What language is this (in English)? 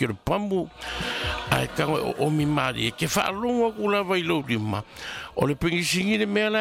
Samoan